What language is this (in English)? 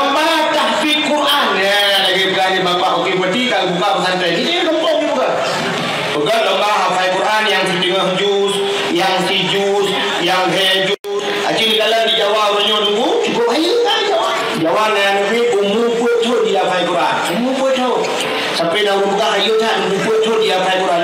Achinese